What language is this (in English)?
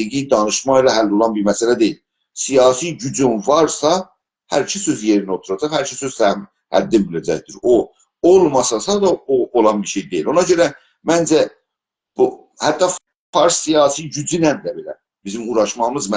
South Azerbaijani